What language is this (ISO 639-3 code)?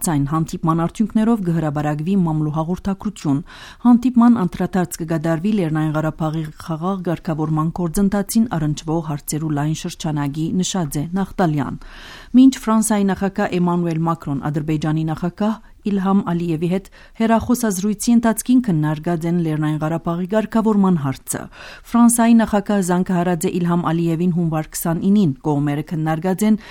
hye